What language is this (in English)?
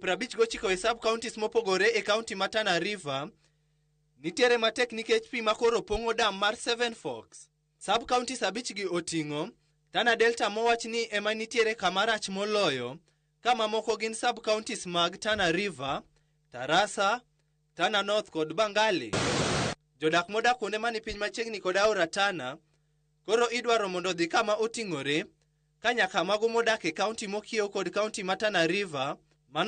Luo (Kenya and Tanzania)